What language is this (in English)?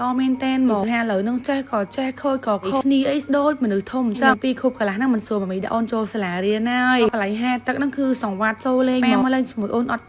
Khmer